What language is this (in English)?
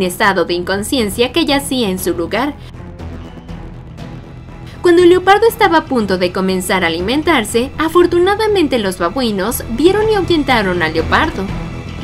Spanish